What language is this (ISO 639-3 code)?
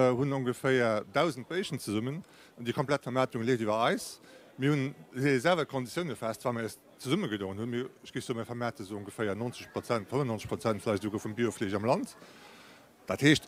ltz